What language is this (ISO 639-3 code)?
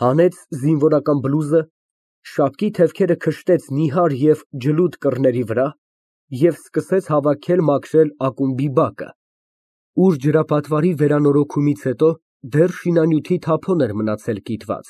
hye